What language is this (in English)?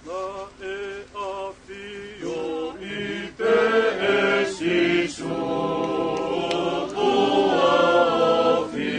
Tongan